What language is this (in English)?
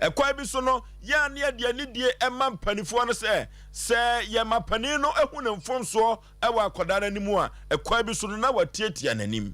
Akan